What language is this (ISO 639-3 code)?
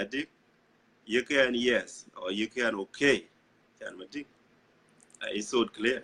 din